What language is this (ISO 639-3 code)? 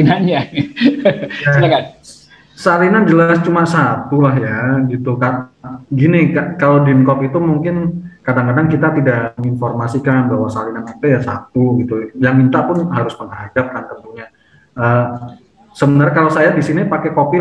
ind